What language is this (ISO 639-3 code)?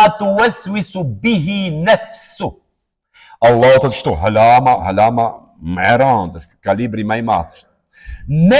sqi